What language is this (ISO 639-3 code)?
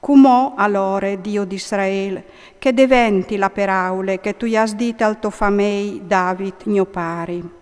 fur